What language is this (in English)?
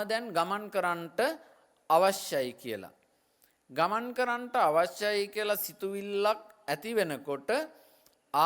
Sinhala